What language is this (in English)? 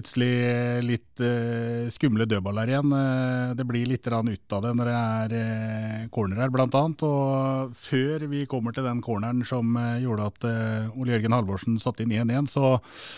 Norwegian